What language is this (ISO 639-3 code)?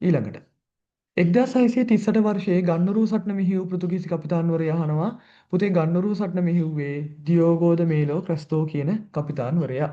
sin